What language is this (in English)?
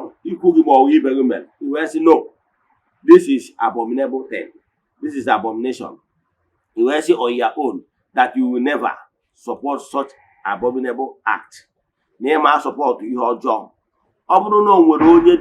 Igbo